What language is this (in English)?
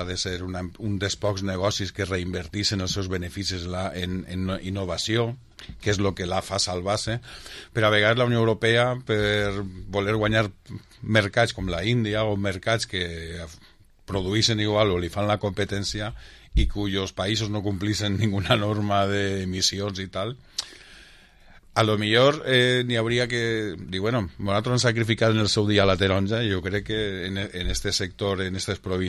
Catalan